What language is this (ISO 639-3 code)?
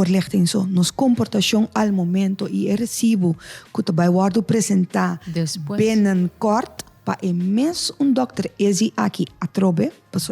pap